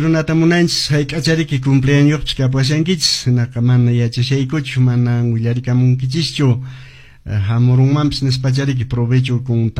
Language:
Quechua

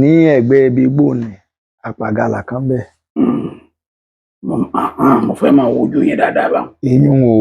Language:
Yoruba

